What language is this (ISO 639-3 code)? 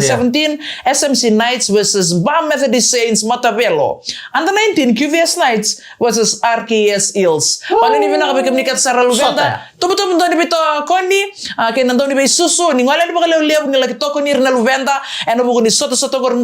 fij